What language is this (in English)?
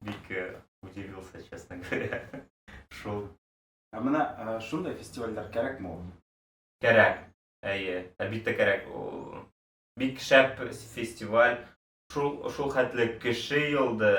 Bashkir